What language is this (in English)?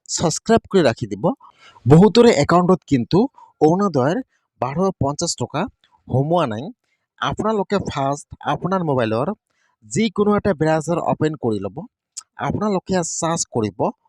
Assamese